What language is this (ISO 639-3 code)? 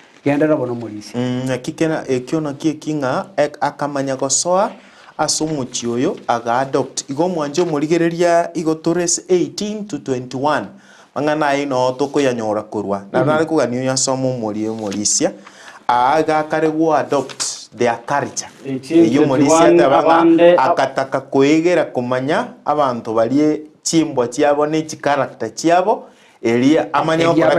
guz